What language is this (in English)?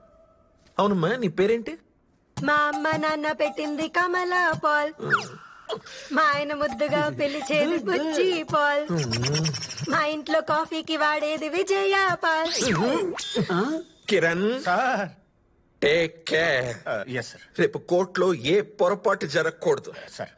Telugu